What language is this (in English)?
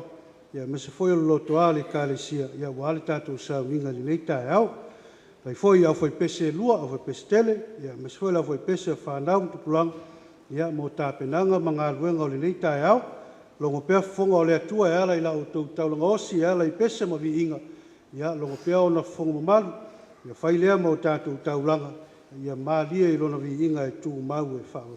Samoan